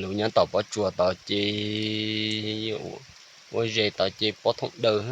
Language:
Hmong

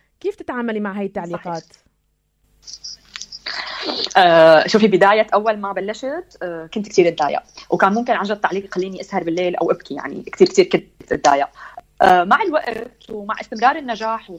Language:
North Levantine Arabic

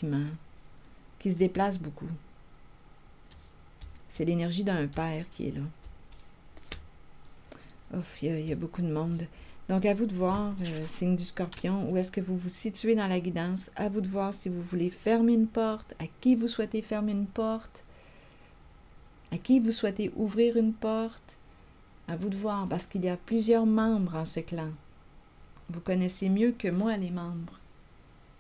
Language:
French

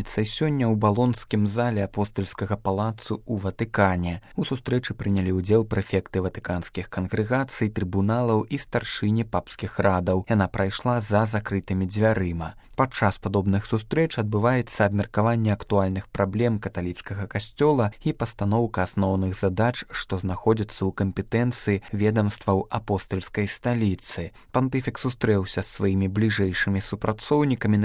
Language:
Belarusian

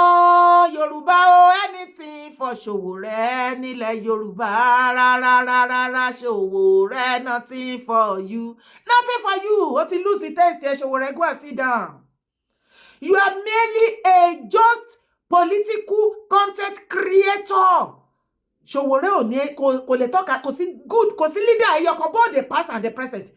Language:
Yoruba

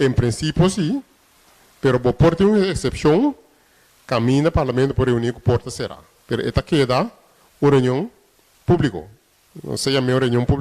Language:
Papiamento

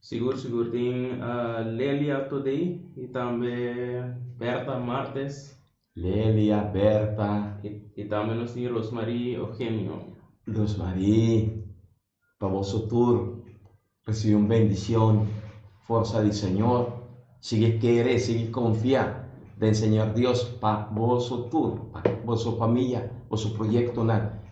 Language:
Papiamento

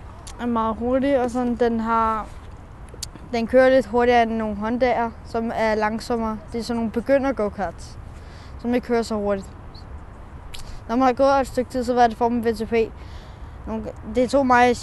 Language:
Danish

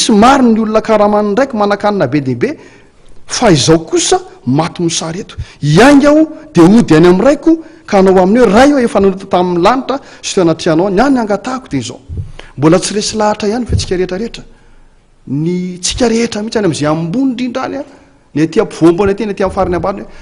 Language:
Malagasy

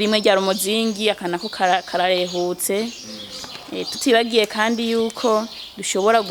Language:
Rundi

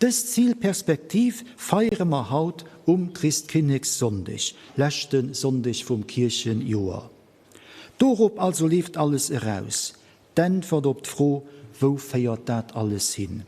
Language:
Luxembourgish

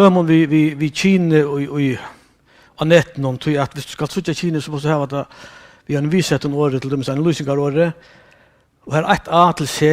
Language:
Faroese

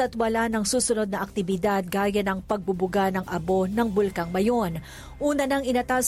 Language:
Filipino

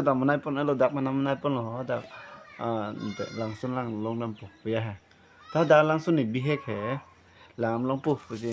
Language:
Karbi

